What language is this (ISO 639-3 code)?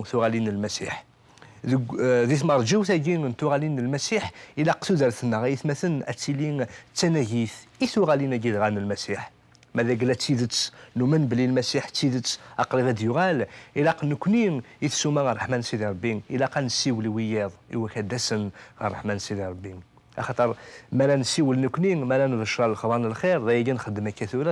kab